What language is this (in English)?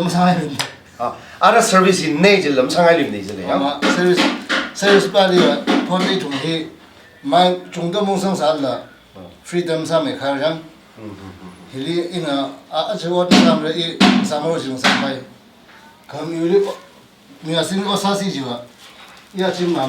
Tangkhul Naga (India)